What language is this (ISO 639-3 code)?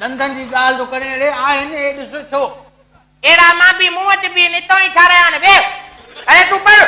snd